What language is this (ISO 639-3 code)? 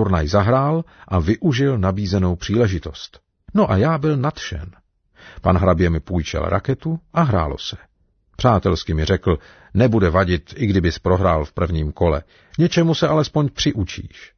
ces